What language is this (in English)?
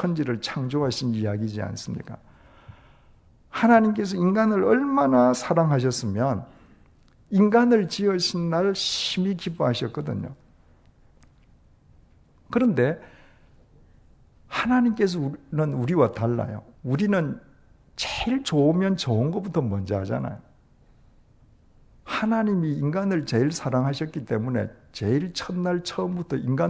Korean